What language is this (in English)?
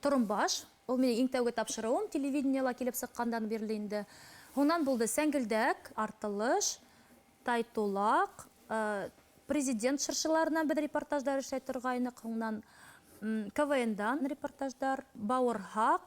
Bashkir